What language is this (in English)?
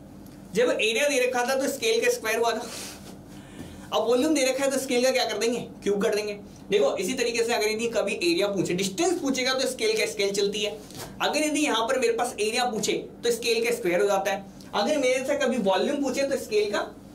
Hindi